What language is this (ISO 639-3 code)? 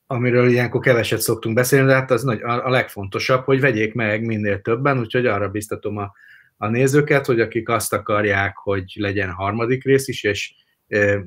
hun